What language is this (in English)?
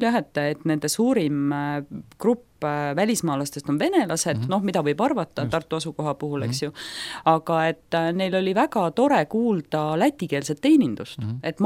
Estonian